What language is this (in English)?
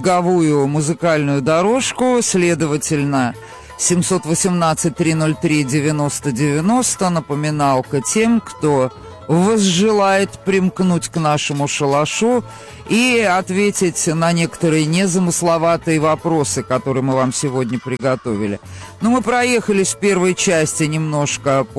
Russian